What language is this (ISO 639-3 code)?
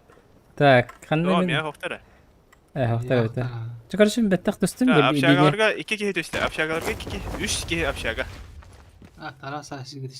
sah